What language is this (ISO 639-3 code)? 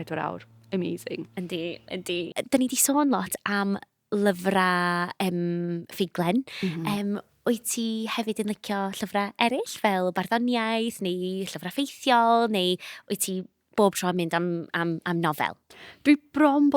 cym